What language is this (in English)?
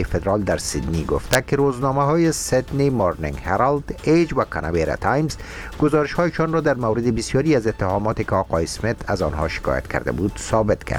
Persian